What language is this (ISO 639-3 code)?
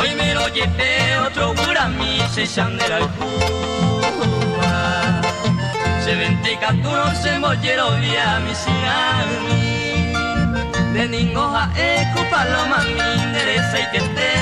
grn